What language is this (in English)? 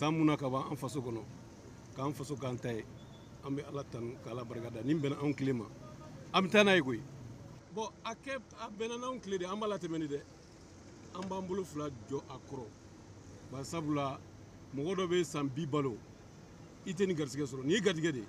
Bambara